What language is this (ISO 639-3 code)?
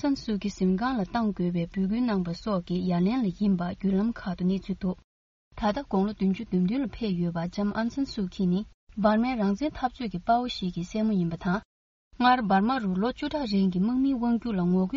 bod